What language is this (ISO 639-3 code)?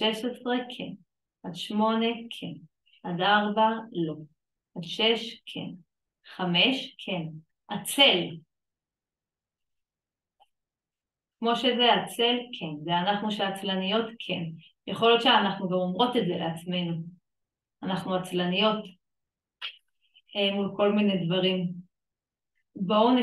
heb